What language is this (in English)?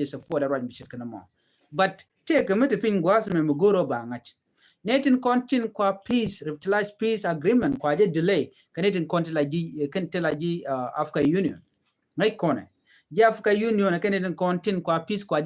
Nuer